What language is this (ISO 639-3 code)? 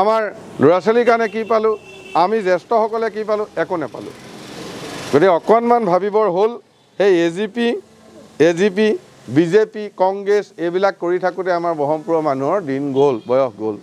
asm